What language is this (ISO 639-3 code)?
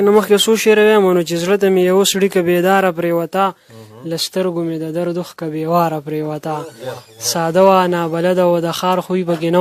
pus